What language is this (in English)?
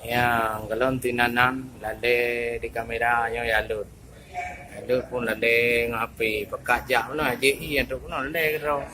Achinese